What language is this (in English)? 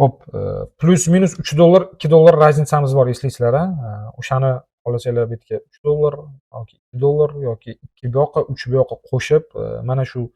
Uzbek